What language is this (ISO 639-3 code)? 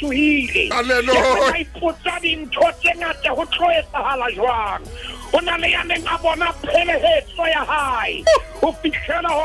sot